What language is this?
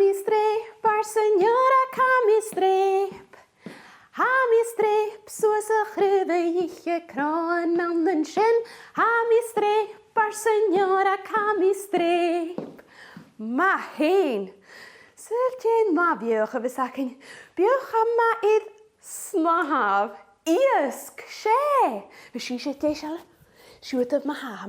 Scottish Gaelic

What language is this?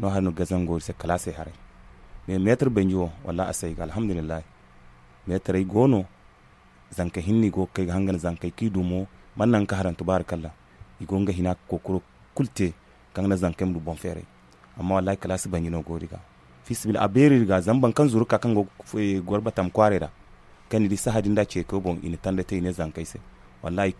Zarma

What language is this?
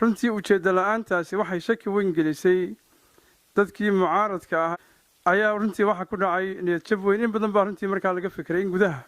Somali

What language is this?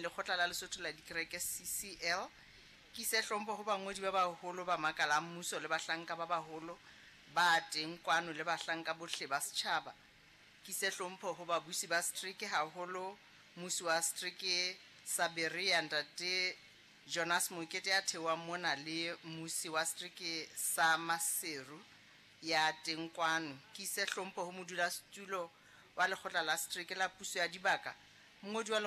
Southern Sotho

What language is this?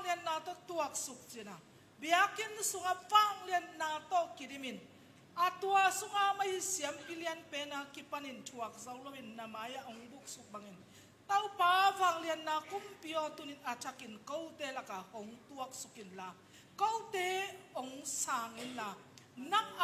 Tedim Chin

